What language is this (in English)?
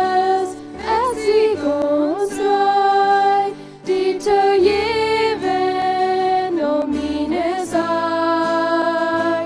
Plautdietsch